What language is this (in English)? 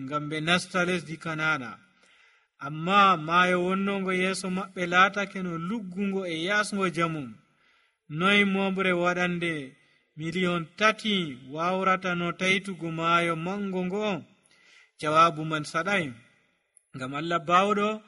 Nigerian Fulfulde